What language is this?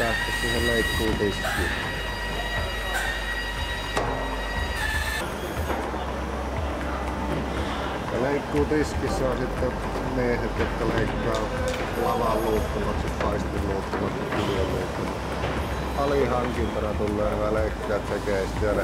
Finnish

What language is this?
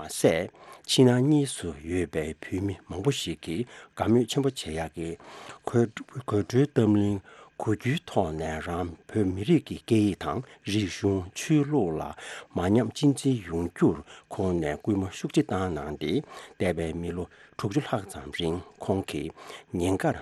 Tibetan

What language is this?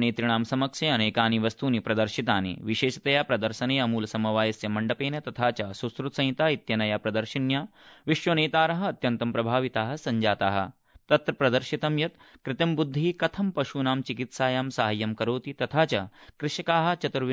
Sanskrit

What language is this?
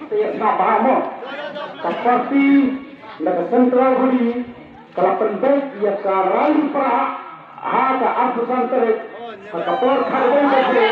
Khasi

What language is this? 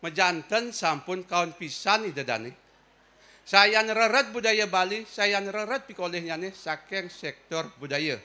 Balinese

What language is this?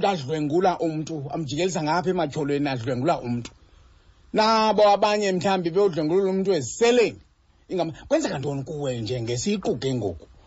Xhosa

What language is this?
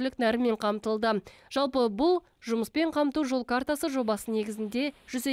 Kazakh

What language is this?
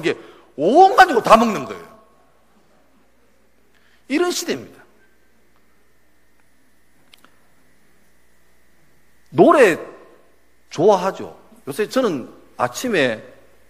Korean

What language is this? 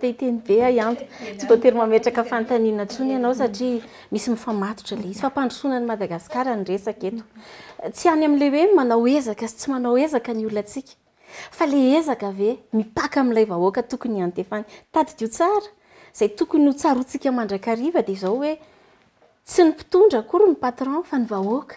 Malagasy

